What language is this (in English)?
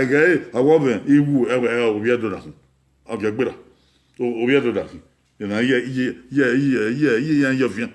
Bini